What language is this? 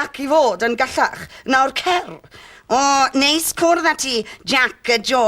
Welsh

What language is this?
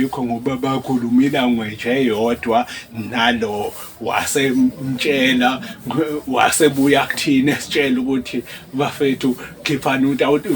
Zulu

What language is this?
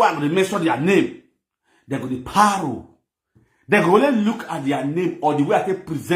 Nigerian Pidgin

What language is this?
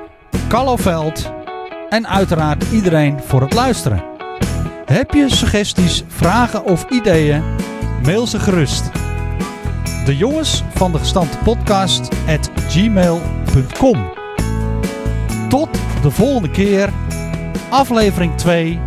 Dutch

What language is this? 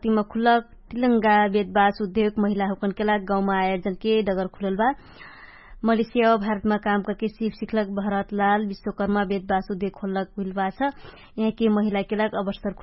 Dangaura Tharu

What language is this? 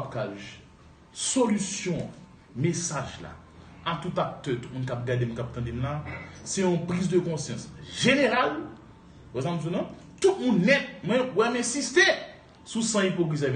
Haitian Creole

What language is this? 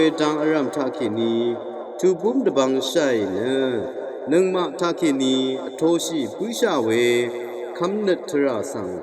Rawang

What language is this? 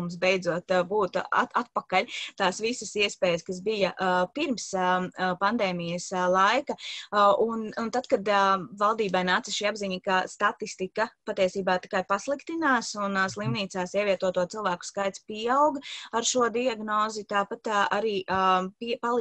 Latvian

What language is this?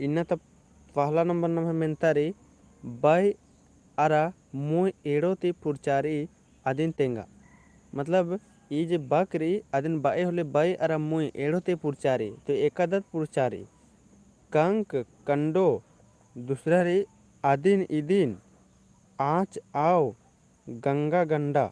Kurukh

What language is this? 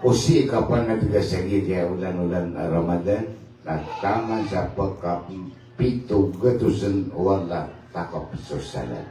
Maranao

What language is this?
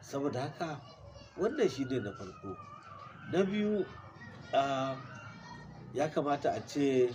Hausa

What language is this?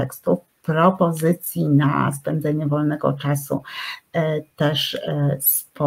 Polish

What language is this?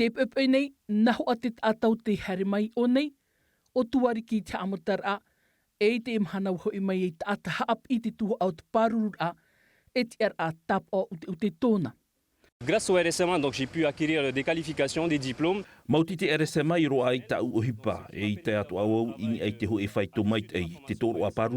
Tahitian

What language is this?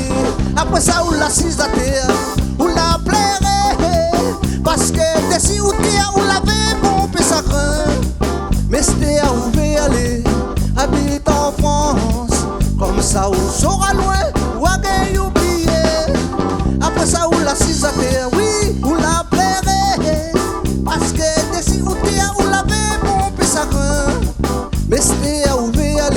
Réunion Creole French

